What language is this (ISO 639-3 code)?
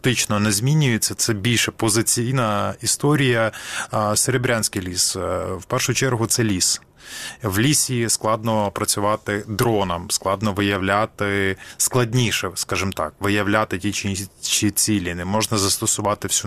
ukr